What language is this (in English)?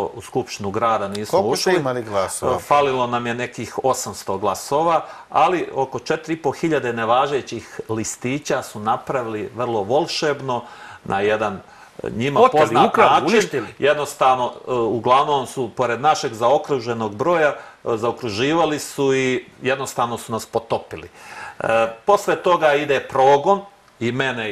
Serbian